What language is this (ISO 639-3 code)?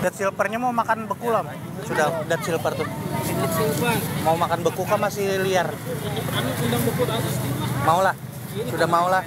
bjn